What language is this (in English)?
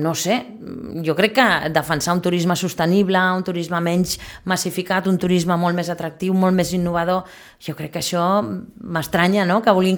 Catalan